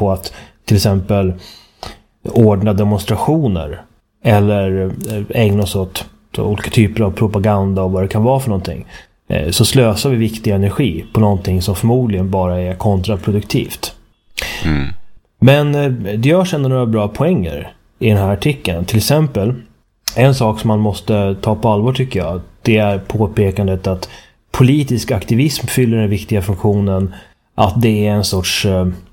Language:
Swedish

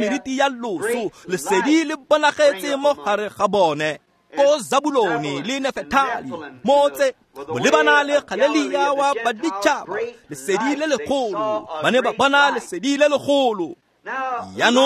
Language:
Tswana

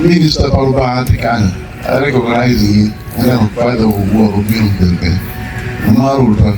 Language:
Acoli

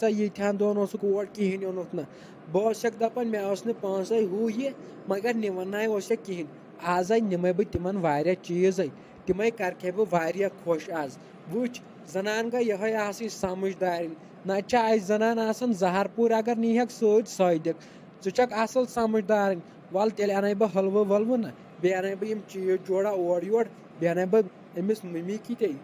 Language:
Kashmiri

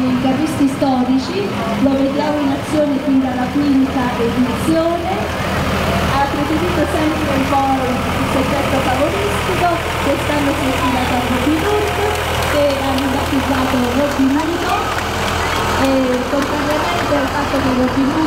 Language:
Italian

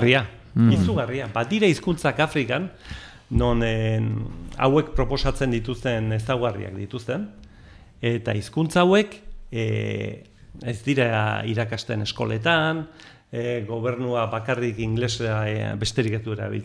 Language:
Basque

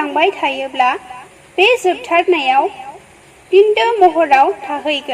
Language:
Bodo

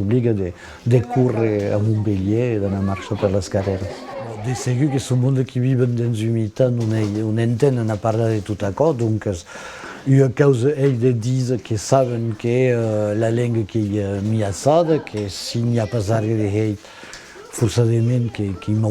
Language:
Occitan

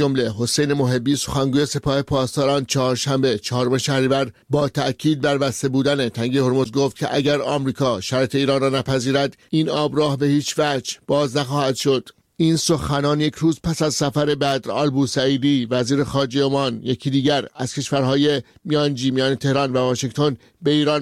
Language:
Persian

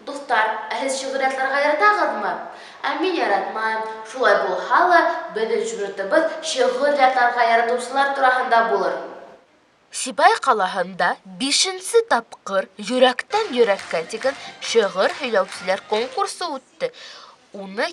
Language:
Bashkir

